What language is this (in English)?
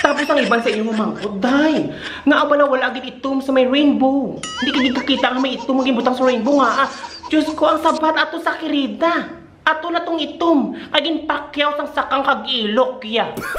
Hiligaynon